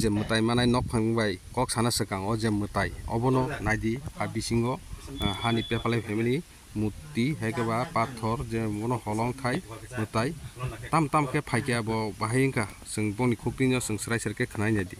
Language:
Kok Borok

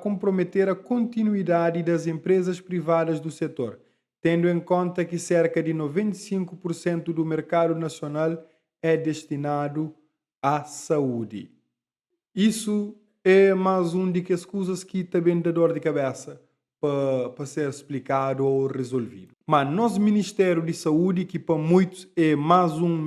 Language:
Kabuverdianu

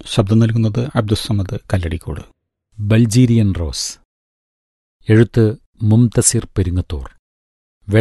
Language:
Malayalam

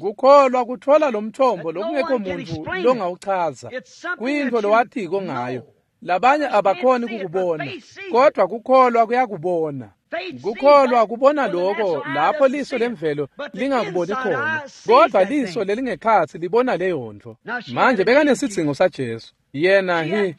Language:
Swati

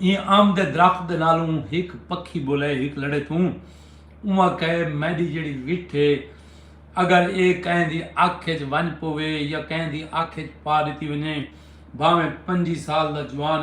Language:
Saraiki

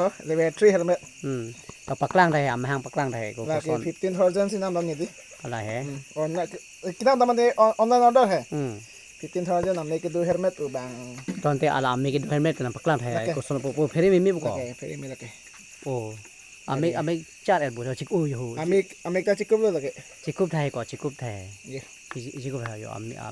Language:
Karbi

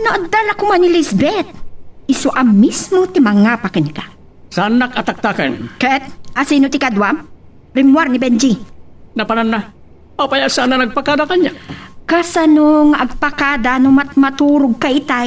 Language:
Iloko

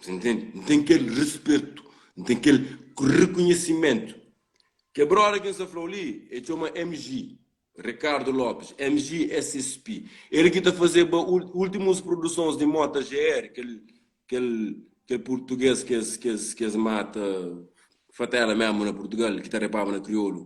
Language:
Kabuverdianu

